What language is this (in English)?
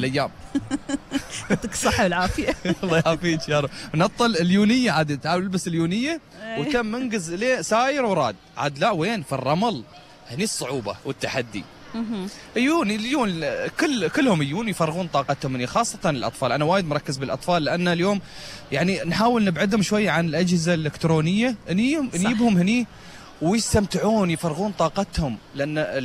Gulf Arabic